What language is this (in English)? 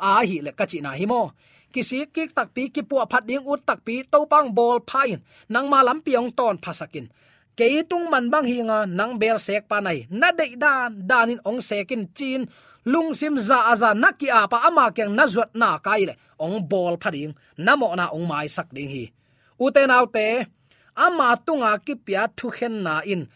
Tedim Chin